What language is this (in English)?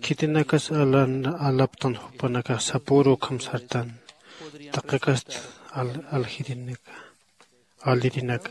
Aymara